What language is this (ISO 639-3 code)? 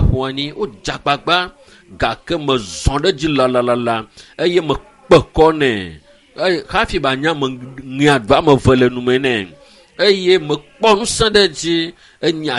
ewe